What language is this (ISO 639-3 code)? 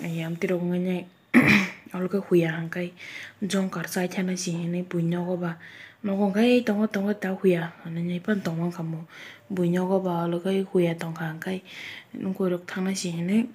trp